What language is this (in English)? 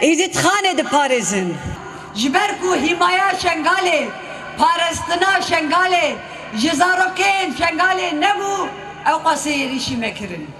Kurdish